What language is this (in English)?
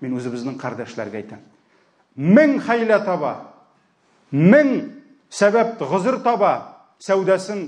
Tatar